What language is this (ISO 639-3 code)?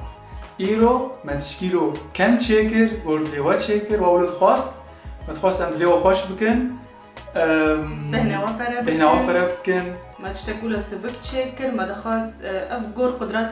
kur